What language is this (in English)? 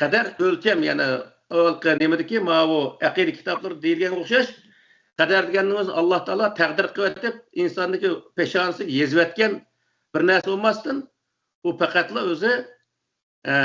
Uyghur